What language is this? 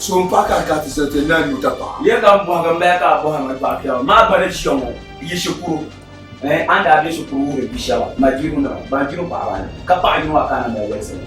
Dagbani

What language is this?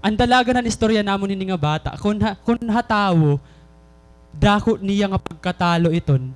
Waray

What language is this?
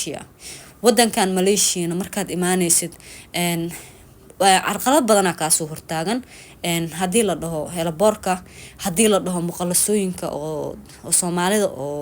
Somali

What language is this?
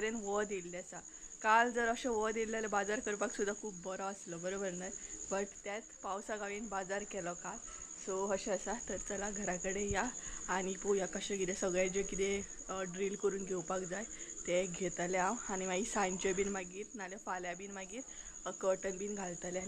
Konkani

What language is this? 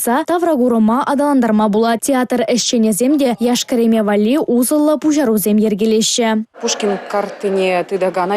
Chuvash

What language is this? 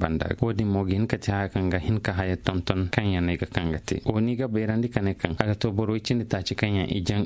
Koyraboro Senni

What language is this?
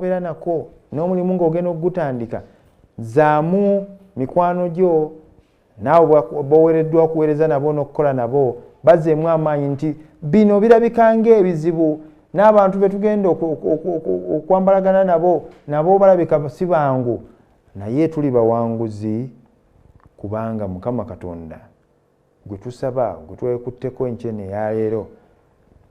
Ganda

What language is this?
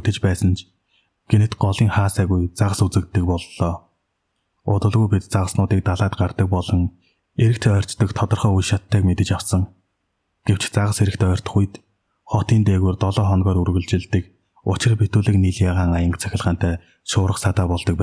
Mongolian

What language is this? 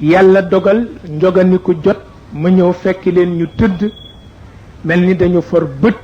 Wolof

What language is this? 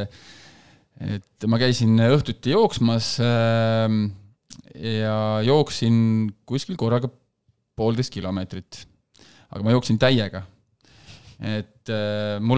Estonian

